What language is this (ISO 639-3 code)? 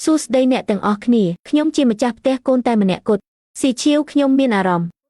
khm